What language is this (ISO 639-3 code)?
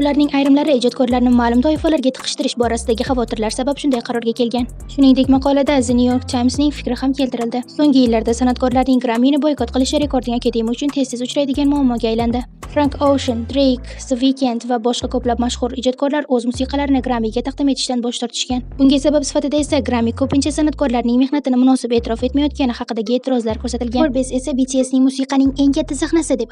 uzb